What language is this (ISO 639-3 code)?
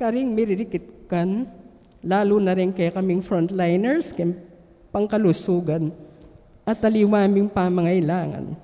pam